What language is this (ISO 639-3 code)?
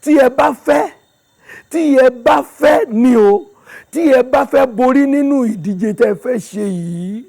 yor